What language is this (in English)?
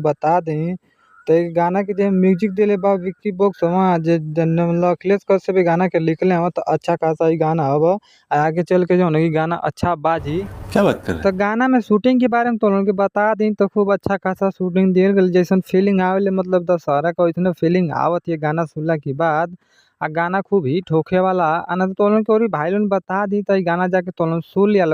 Bhojpuri